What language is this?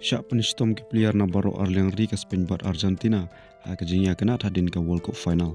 Khasi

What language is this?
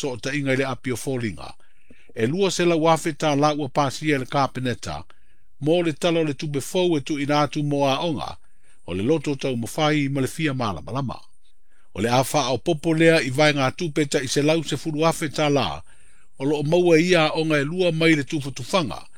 Samoan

